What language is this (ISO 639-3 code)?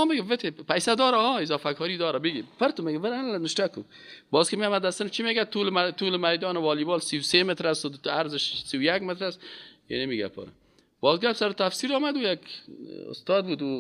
fas